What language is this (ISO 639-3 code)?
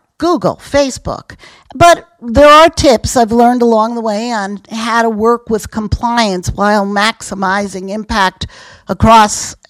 eng